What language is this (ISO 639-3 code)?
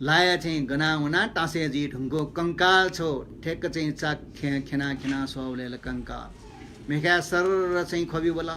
new